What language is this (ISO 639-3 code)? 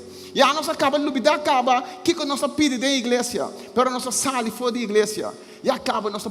pap